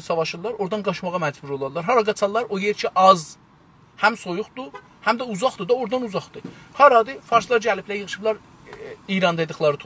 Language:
South Azerbaijani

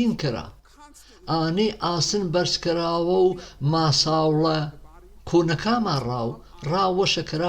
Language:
Gurani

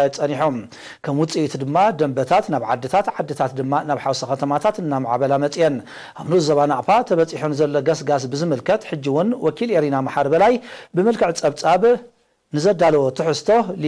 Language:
Tigrinya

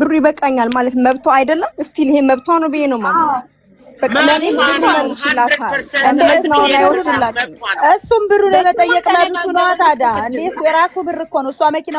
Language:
Amharic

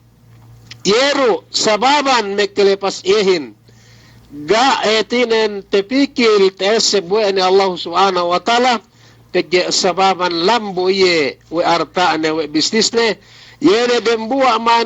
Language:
Yakan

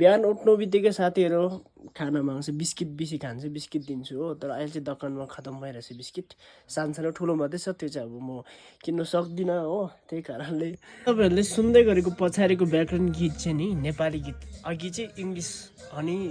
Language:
Nepali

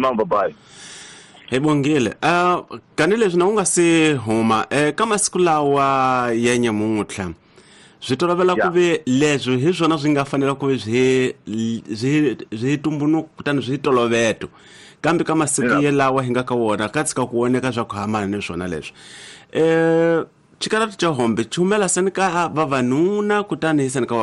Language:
Tsonga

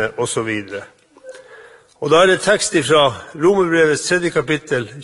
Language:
Norwegian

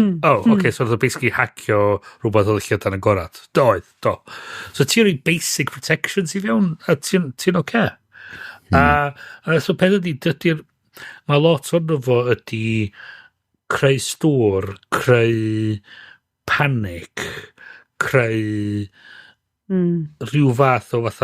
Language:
Welsh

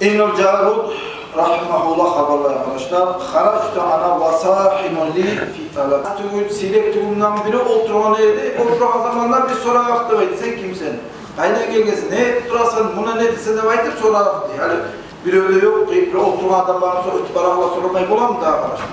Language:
Kumyk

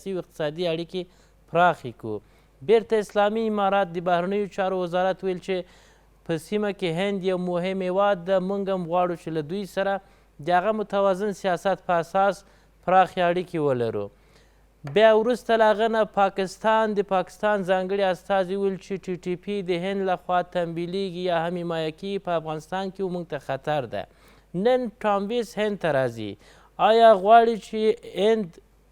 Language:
Pashto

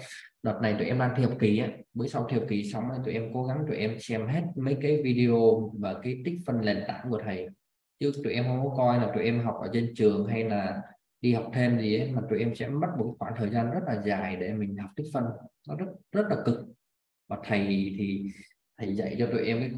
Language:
Vietnamese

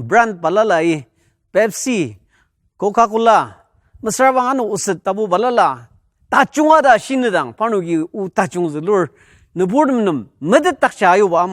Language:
Ao Naga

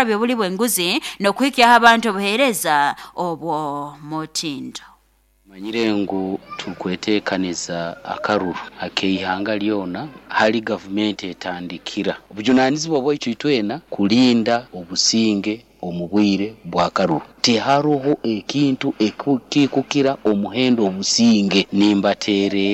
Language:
Nyoro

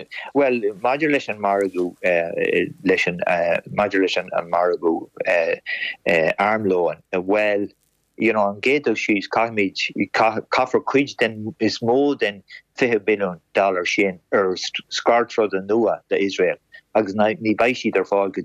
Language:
Irish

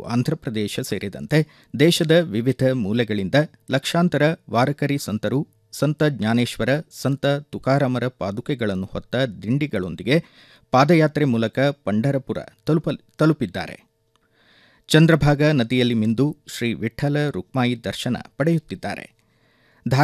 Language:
Kannada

